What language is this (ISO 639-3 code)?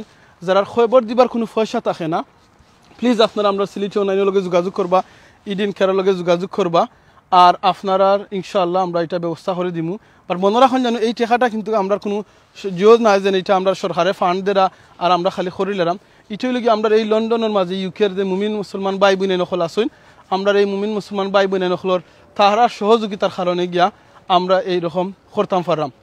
syl